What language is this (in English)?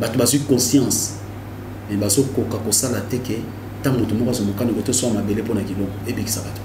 Lingala